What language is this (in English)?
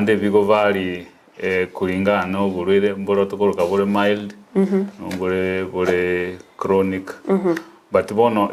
Gusii